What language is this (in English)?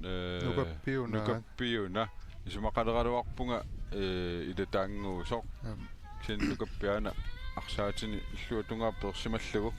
Kalaallisut